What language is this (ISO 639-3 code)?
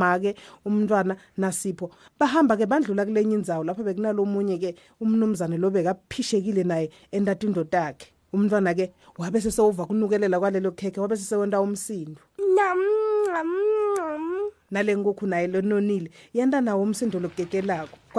ssw